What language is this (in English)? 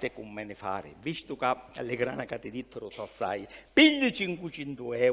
Sicilian